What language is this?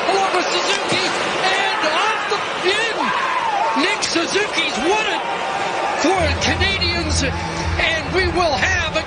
English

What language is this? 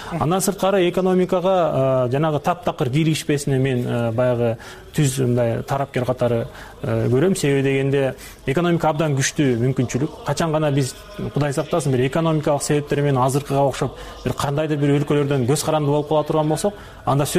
Kyrgyz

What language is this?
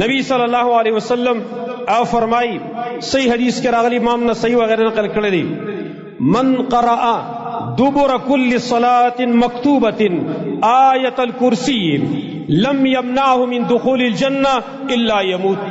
Pashto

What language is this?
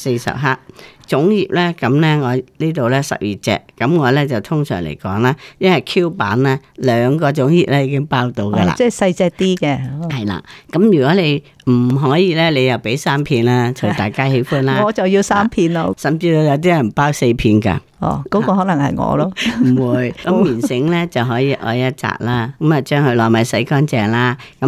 Cantonese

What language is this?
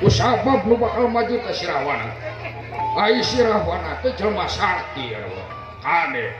Sundanese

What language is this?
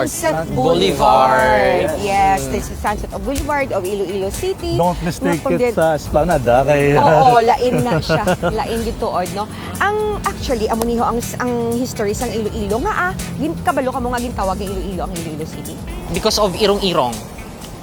Hiligaynon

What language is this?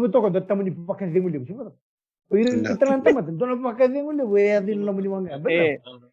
Fijian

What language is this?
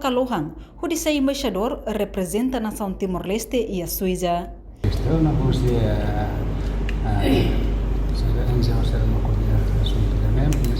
Tetum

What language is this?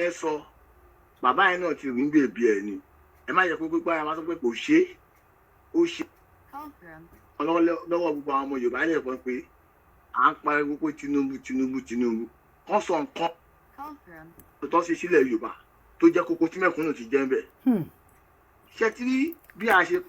Yoruba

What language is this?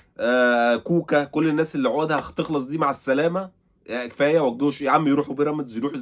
Egyptian Arabic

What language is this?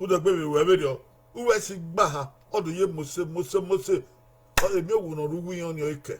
Bini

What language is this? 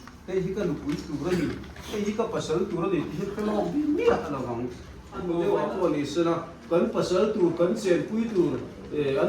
Mizo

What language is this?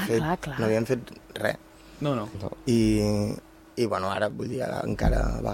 Catalan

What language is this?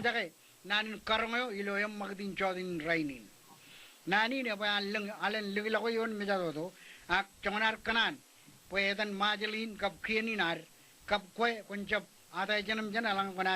Marshallese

